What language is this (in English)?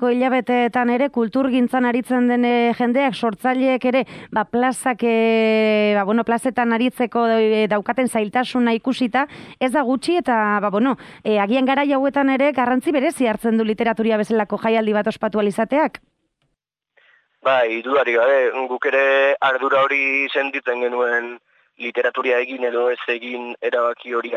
Basque